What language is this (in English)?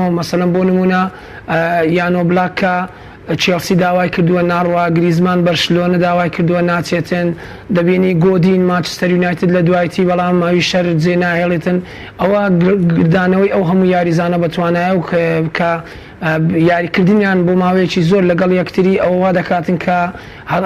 Central Kurdish